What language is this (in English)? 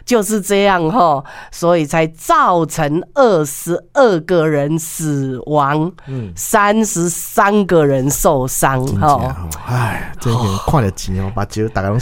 Min Nan Chinese